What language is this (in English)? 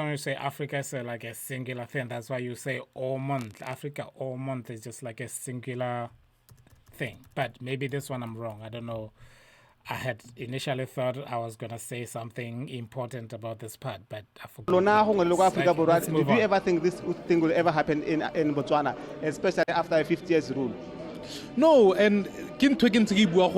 Tswana